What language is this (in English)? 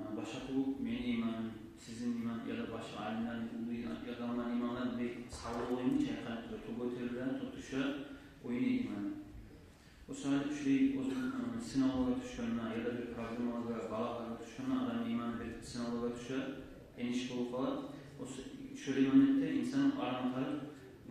Kumyk